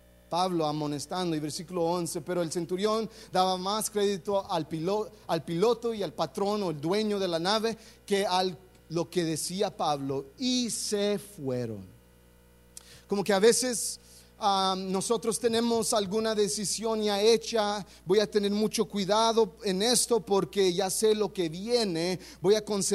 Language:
Spanish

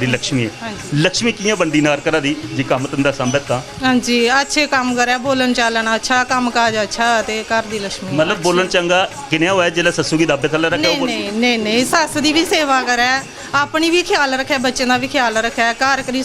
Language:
Dogri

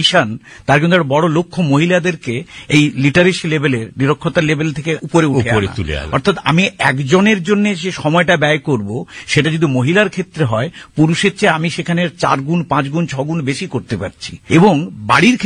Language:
Bangla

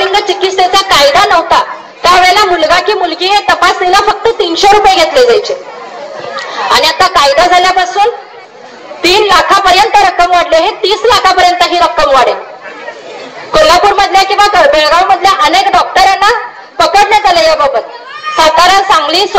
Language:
Marathi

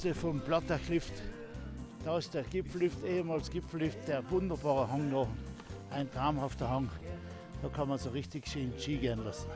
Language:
Bavarian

